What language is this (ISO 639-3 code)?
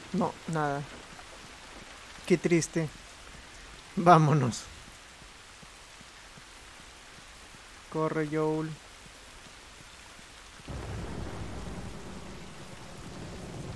spa